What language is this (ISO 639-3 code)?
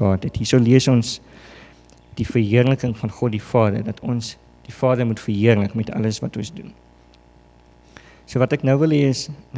afr